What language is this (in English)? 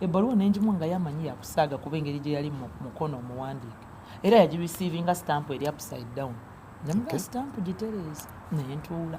Ganda